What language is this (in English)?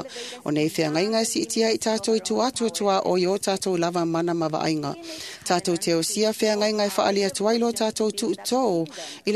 Samoan